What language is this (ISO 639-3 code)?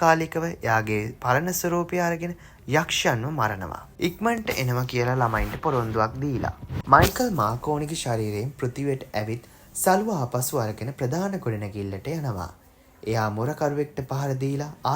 sin